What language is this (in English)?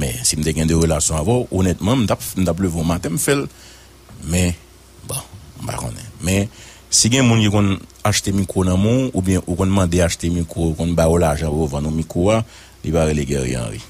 Haitian Creole